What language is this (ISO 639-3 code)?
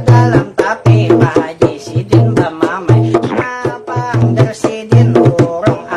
bjn